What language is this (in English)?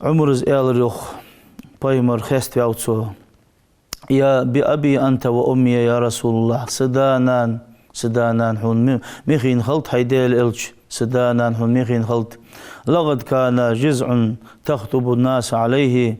Ingush